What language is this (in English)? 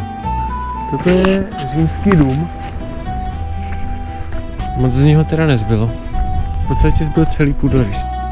Czech